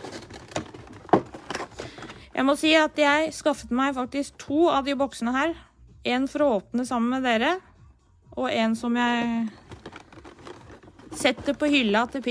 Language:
Norwegian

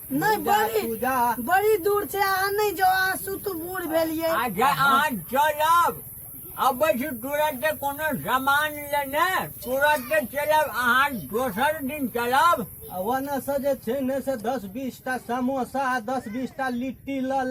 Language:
Maithili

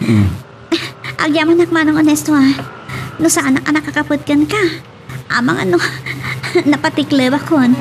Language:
Iloko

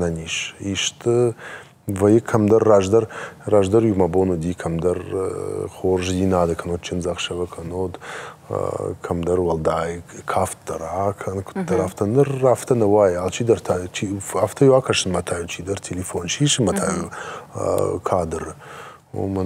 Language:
Ossetic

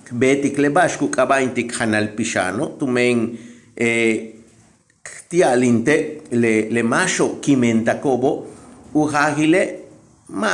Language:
Yucateco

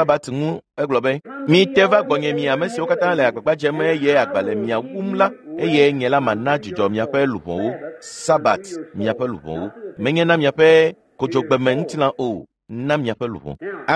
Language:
Ewe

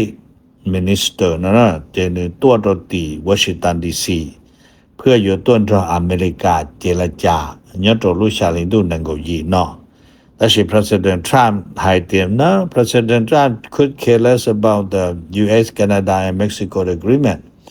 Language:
Hmong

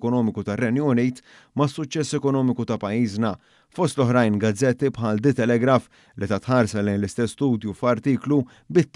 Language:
Maltese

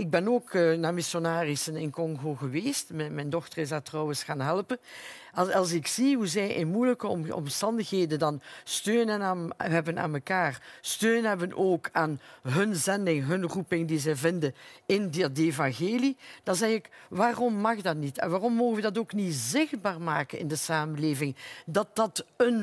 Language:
Dutch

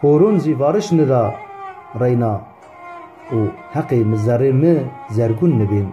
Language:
Zaza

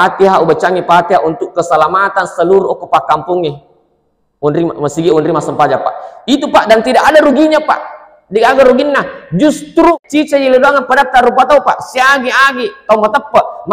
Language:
Buginese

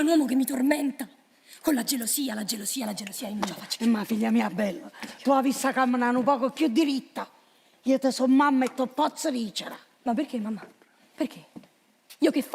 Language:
Neapolitan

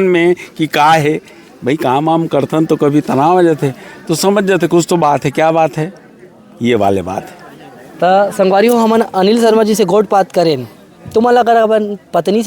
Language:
Chhattisgarhi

